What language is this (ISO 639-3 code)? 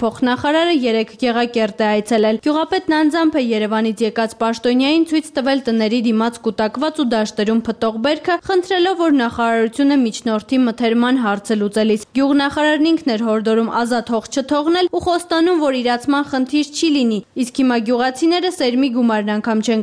hye